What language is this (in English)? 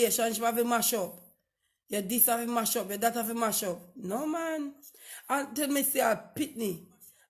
Jamaican Creole English